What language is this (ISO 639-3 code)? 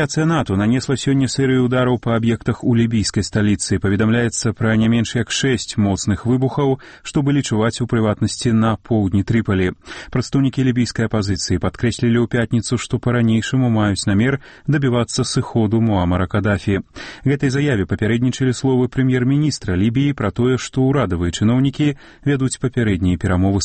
bel